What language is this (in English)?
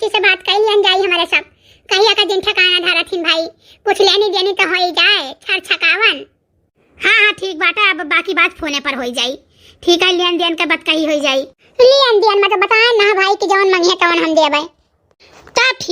Awadhi